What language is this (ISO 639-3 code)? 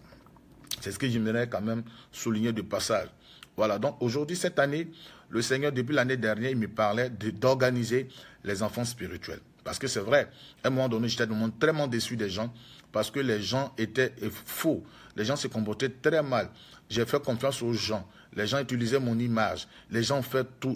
fra